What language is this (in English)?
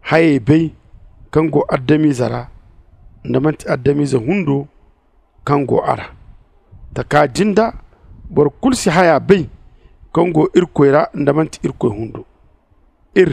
Zarma